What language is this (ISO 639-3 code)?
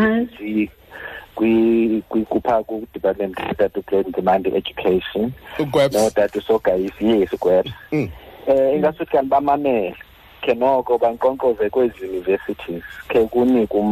xho